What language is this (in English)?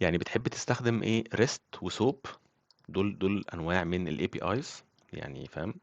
Egyptian Arabic